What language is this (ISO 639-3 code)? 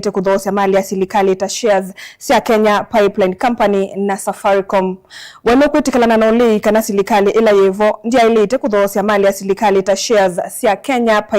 kam